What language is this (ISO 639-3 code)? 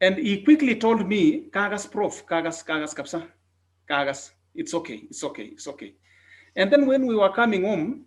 kln